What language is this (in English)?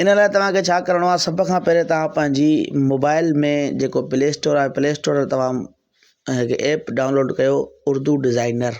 Sindhi